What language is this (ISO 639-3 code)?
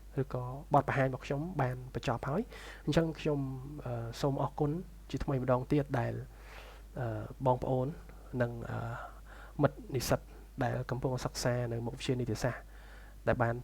khm